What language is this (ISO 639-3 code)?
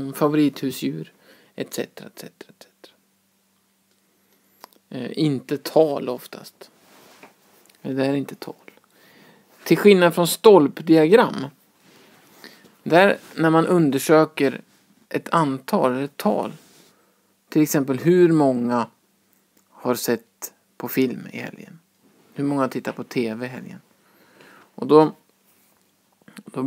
swe